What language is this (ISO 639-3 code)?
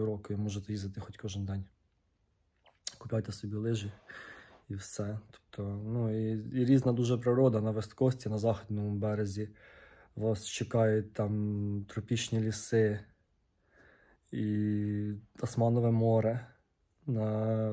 ukr